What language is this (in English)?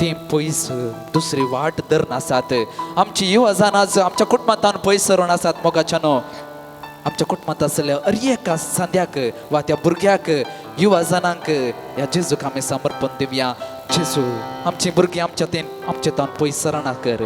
Konkani